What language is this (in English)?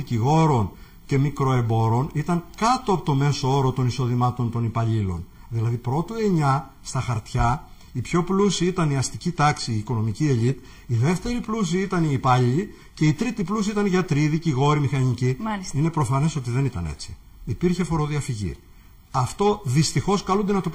Greek